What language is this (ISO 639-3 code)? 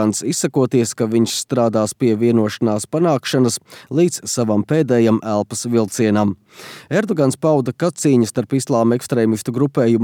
lav